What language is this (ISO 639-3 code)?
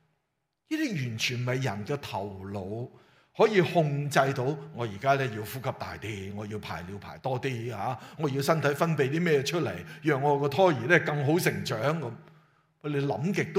yue